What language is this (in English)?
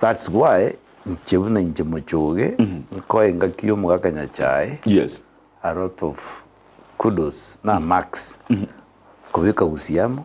Gusii